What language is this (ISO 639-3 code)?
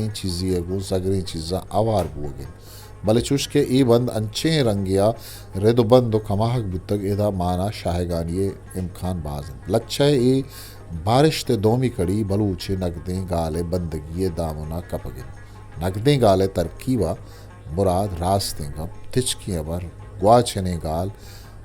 bgp